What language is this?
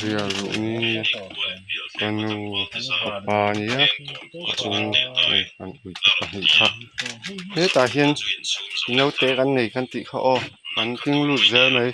Mizo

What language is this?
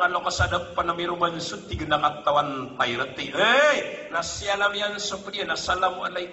Maranao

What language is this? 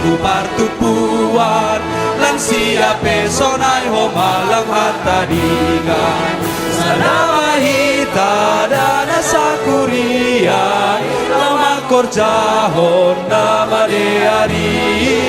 Batak Simalungun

